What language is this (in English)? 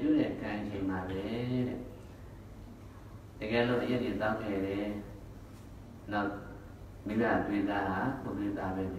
Burmese